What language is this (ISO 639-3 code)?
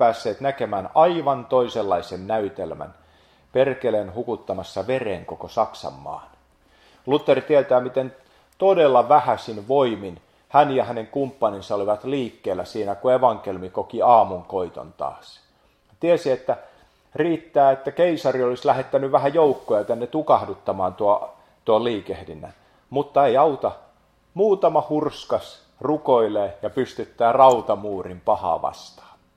fin